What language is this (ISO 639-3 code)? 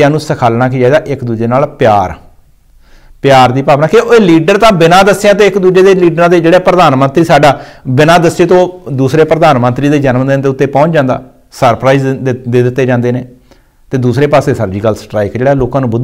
pan